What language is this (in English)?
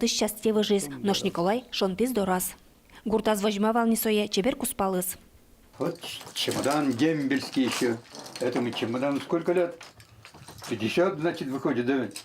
Udmurt